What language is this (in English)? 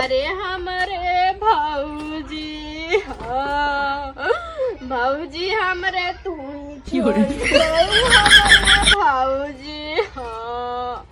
Awadhi